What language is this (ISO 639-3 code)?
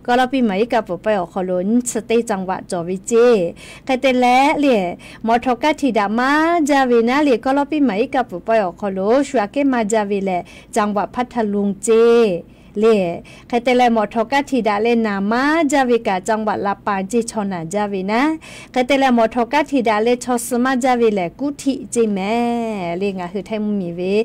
lhu